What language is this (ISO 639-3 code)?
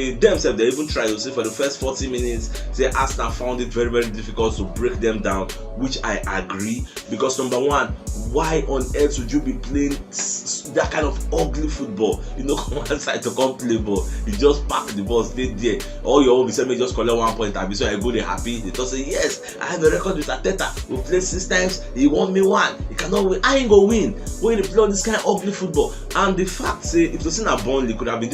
pcm